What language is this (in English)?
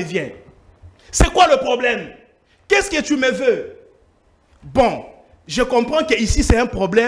French